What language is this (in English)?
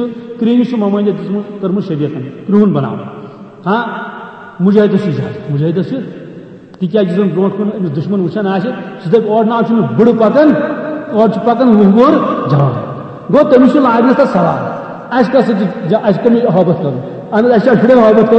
Kashmiri